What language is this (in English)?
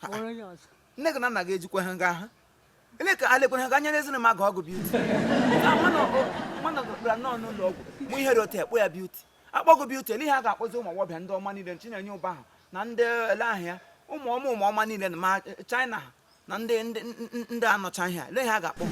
Igbo